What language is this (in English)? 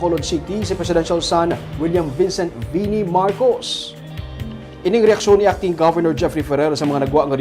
Hiligaynon